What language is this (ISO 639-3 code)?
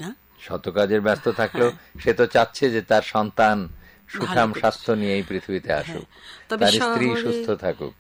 ben